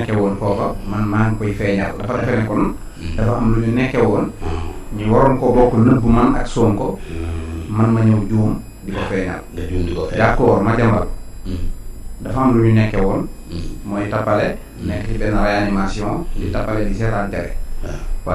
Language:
Wolof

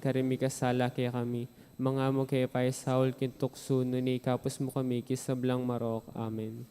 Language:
Pampanga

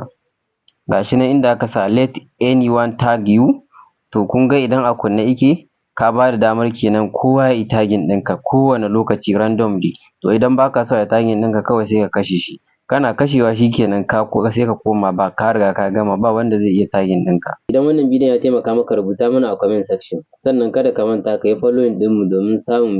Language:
Hausa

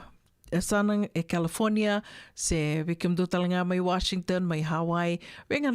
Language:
Fijian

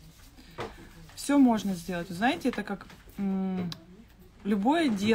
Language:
Russian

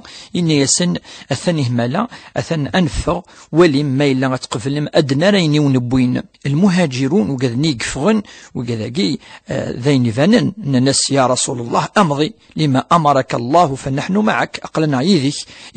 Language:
Kabyle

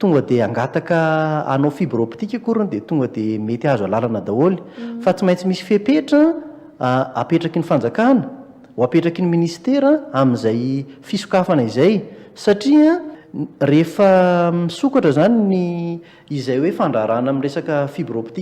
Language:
Malagasy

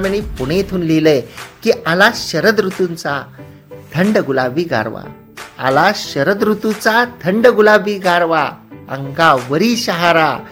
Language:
Marathi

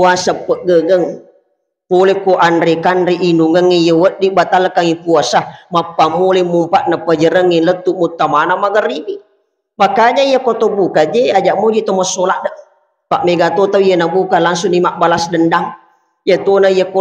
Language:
Buginese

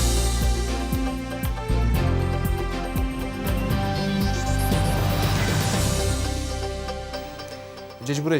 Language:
Udmurt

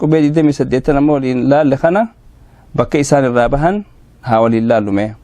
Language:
Oromo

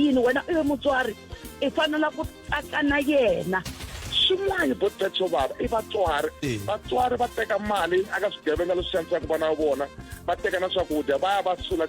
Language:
Tsonga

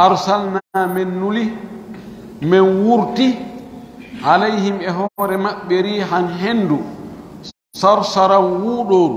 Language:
Pular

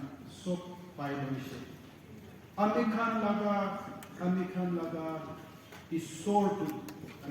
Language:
Naga Pidgin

